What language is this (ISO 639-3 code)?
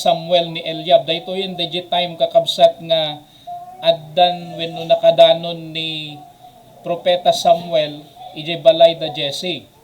ilo